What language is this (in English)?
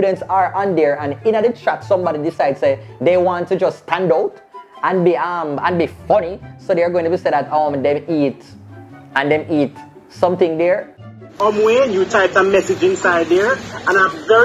Jamaican Creole English